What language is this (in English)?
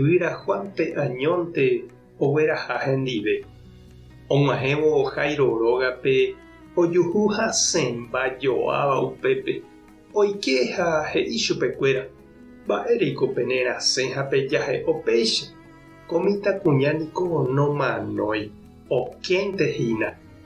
Guarani